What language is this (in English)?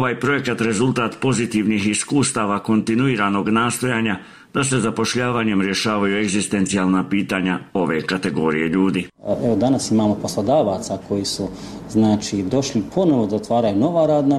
Bosnian